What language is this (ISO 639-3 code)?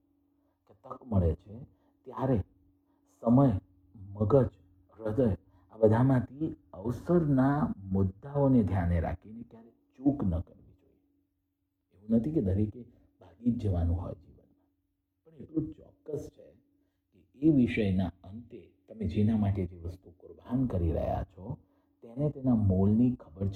guj